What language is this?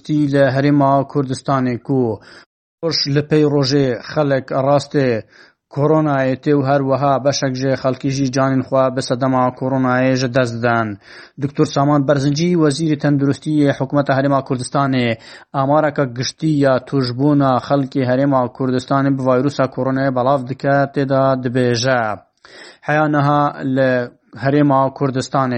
Kurdish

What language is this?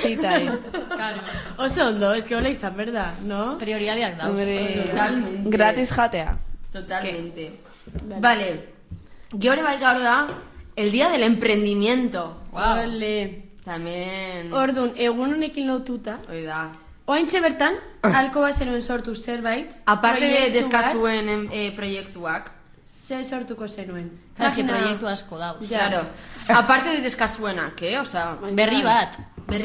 Basque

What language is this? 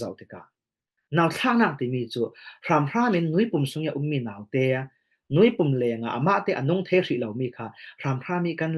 Falam Chin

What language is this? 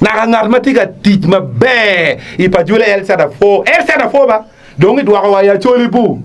Acoli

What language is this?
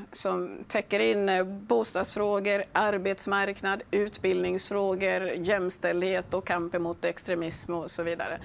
Swedish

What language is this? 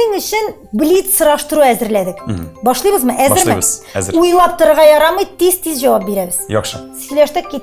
Tatar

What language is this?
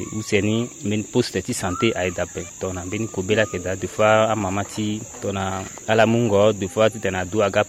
Sango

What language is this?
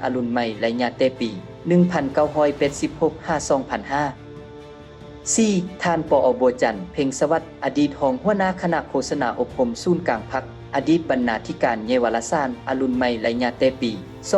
Lao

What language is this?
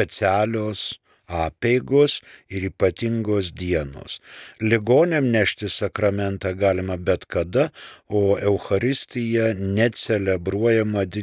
Lithuanian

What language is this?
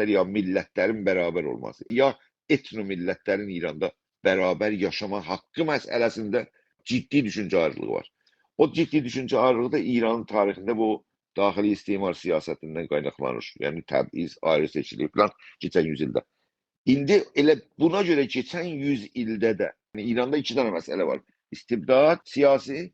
South Azerbaijani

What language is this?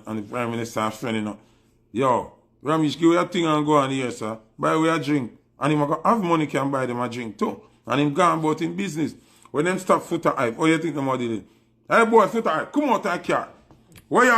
Jamaican Creole English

